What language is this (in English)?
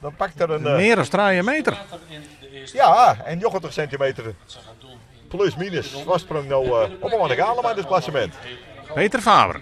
Western Frisian